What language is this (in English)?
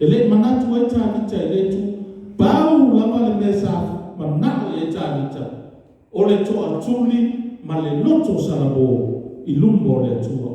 Samoan